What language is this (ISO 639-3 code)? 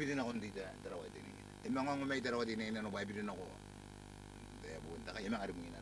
gil